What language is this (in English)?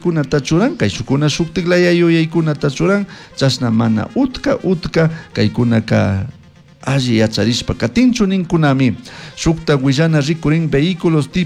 Chimborazo Highland Quichua